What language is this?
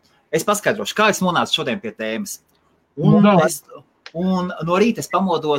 Latvian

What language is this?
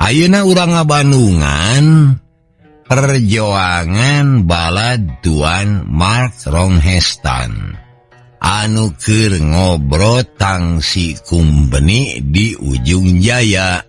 Sundanese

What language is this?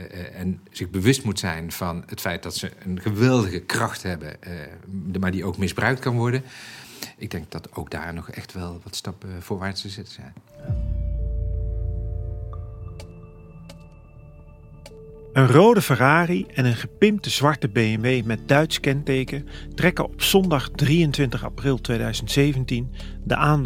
Dutch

